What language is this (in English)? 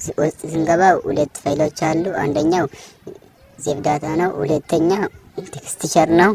Amharic